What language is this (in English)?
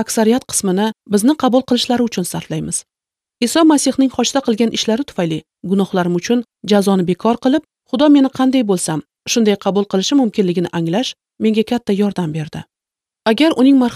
Uzbek